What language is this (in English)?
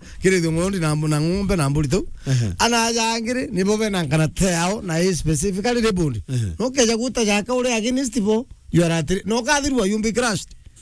Meru